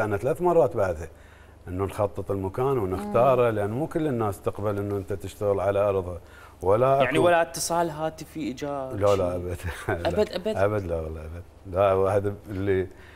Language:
Mesopotamian Arabic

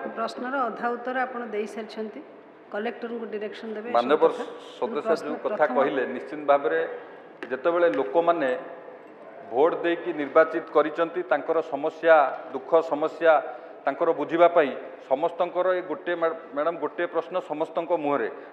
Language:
Odia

